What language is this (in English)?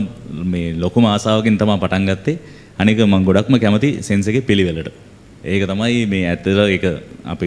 Sinhala